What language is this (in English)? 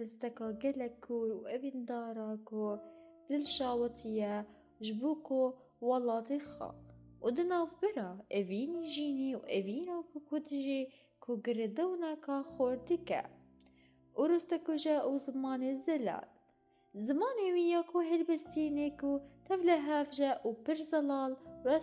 Kurdish